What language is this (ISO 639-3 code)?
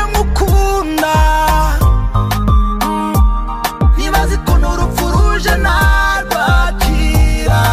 kin